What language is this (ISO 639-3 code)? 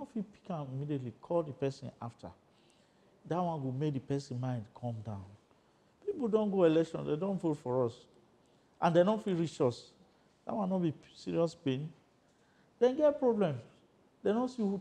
pcm